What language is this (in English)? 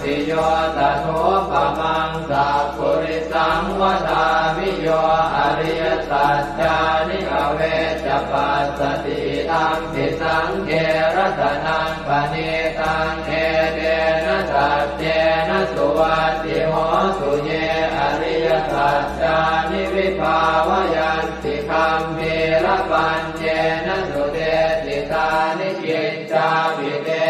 Pali